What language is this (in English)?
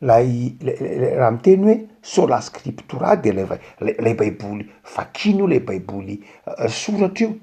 Malagasy